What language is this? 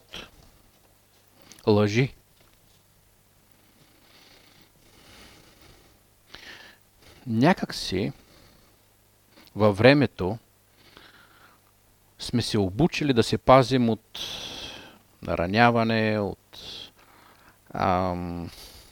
Bulgarian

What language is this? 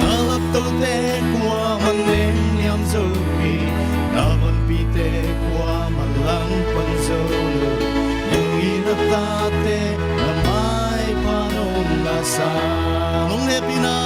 Paite Chin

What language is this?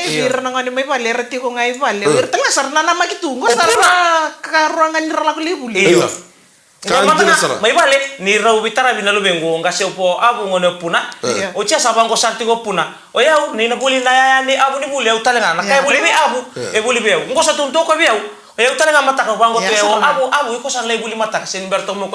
Fijian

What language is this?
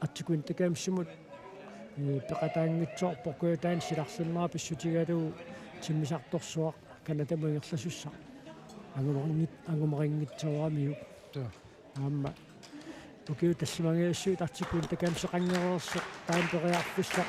Kalaallisut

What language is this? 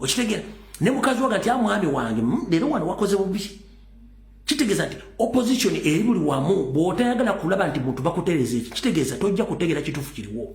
Ganda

